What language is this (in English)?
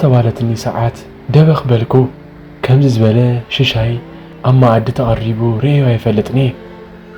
Tigrinya